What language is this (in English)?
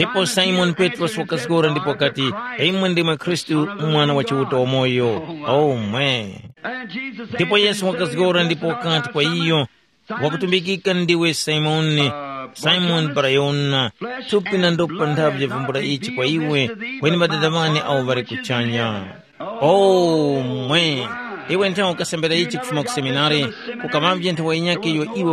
Tumbuka